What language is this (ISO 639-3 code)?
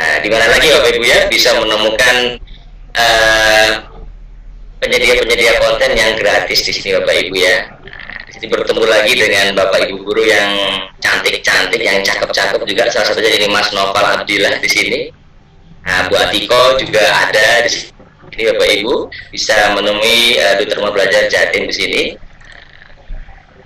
ind